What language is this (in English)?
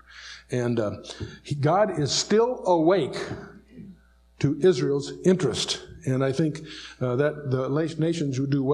English